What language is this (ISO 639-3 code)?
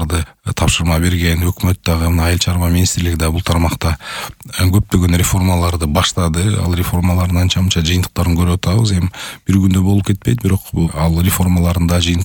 kir